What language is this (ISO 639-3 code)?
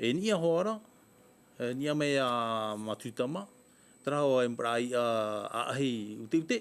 tah